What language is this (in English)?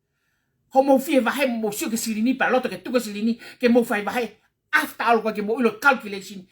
Tongan